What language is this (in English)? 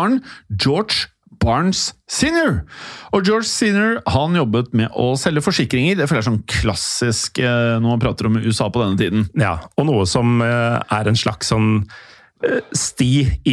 Norwegian